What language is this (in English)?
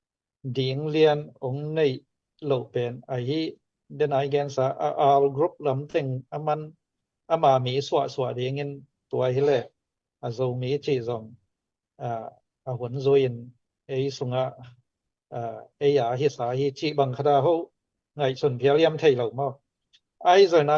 Tedim Chin